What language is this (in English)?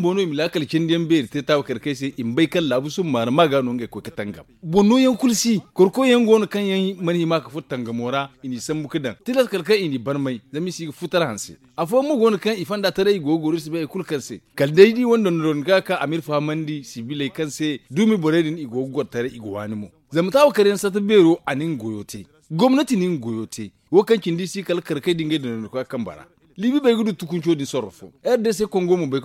Zarma